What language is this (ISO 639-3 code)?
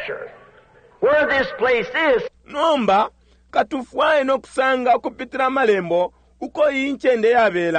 bem